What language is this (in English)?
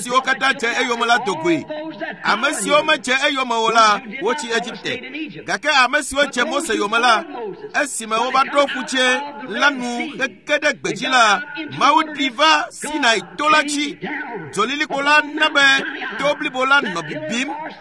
Ewe